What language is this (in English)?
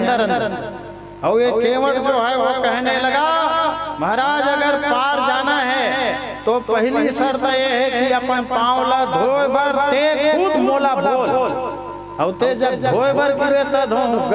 Chhattisgarhi